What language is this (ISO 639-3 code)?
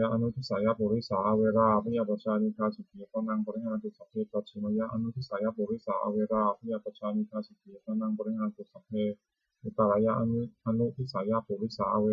pli